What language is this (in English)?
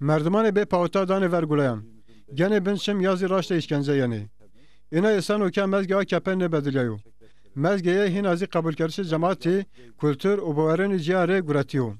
Zaza